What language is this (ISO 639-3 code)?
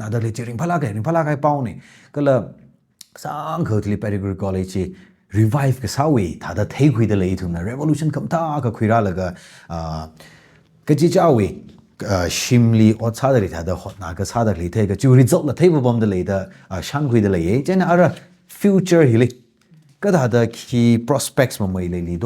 nmf